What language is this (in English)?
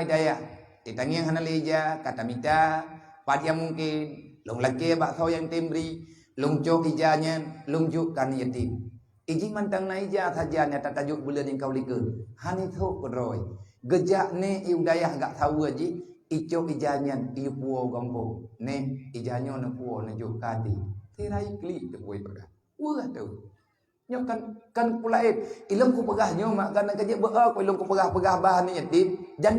Achinese